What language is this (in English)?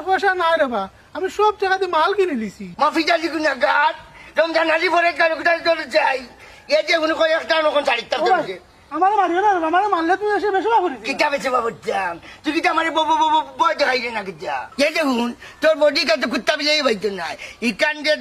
Sylheti